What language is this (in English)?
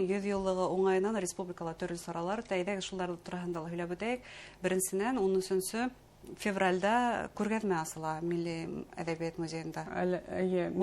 Bashkir